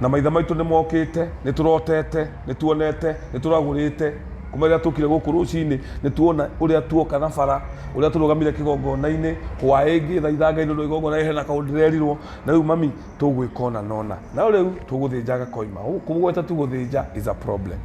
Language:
Kikuyu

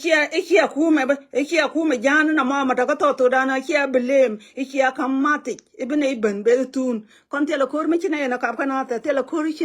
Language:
Nuer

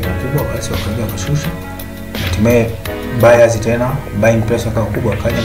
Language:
Swahili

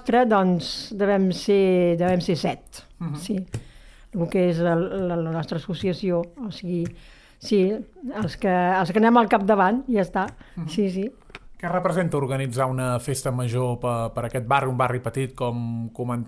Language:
Catalan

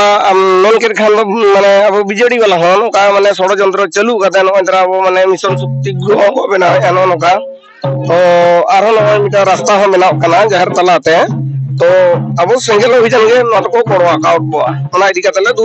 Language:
Santali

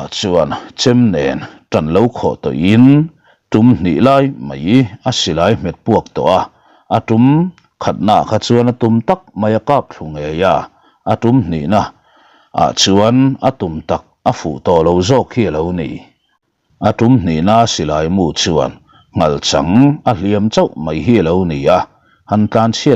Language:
Mizo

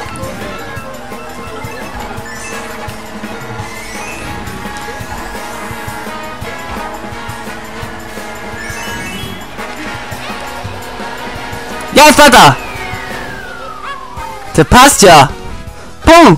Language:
German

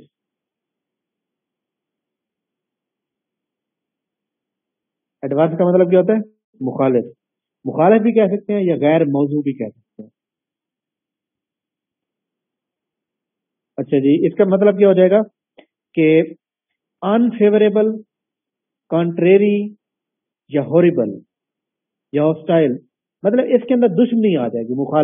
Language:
Urdu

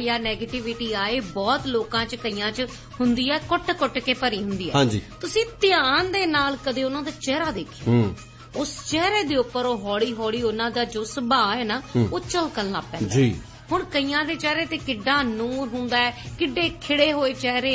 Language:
Punjabi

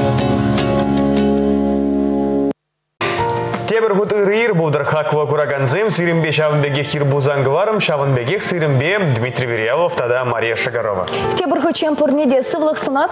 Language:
Chuvash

